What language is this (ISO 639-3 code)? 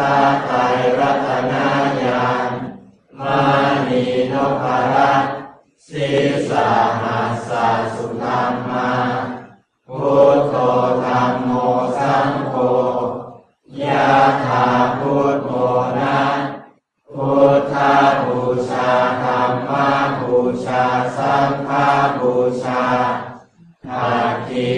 tha